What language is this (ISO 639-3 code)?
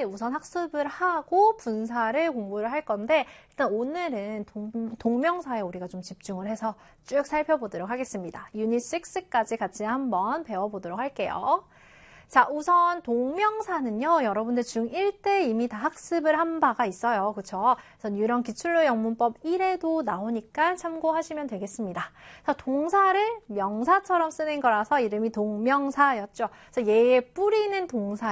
kor